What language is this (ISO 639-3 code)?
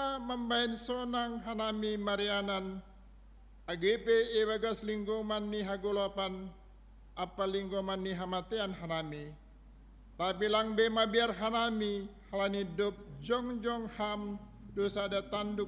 bts